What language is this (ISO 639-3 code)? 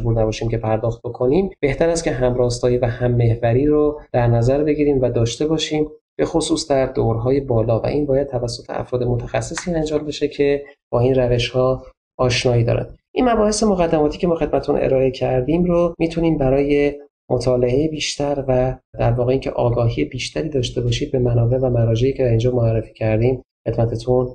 fas